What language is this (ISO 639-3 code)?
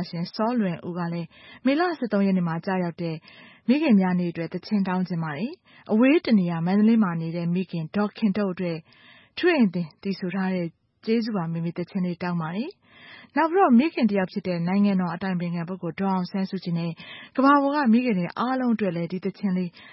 mya